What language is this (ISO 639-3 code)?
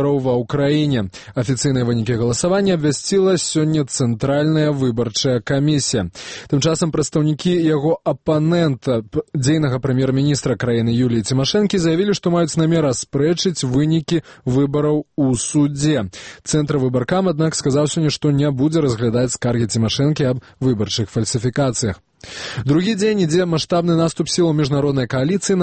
bel